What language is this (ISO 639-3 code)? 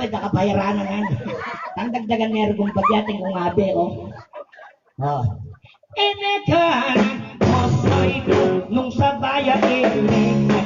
pam